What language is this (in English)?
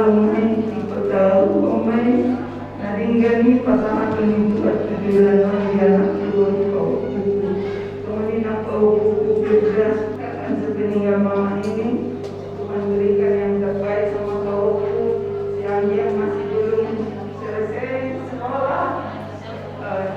Batak Toba